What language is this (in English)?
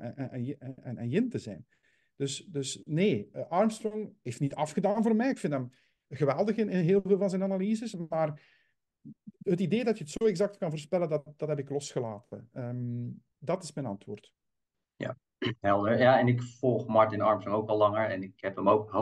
Dutch